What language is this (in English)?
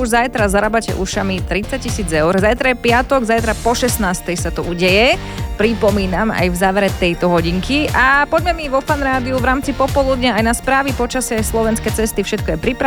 Slovak